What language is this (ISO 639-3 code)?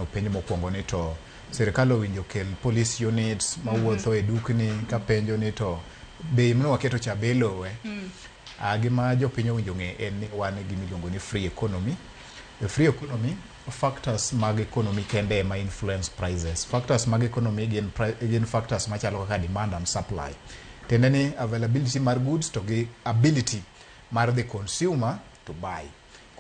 luo